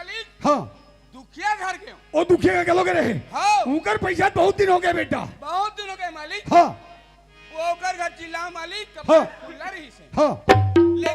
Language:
Chhattisgarhi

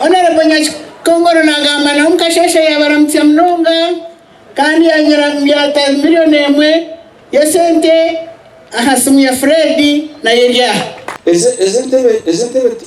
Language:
Nyankole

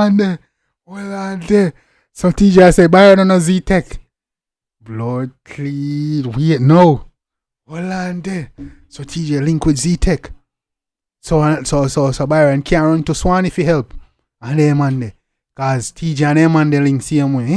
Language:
Jamaican Creole English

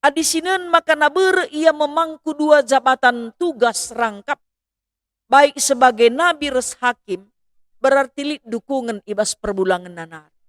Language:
Batak Karo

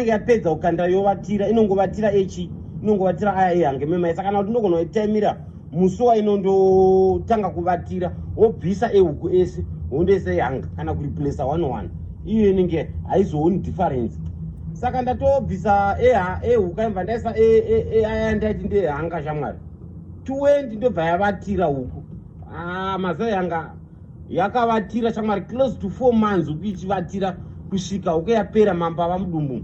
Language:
Shona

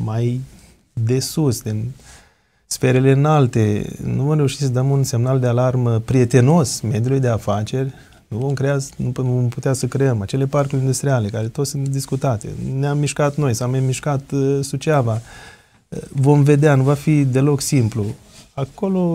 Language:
Romanian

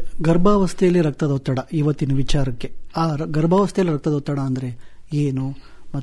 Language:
Kannada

